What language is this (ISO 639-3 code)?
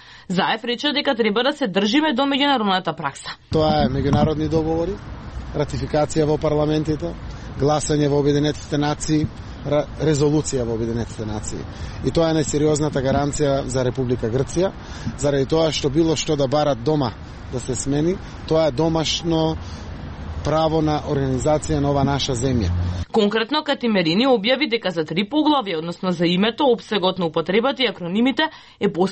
mkd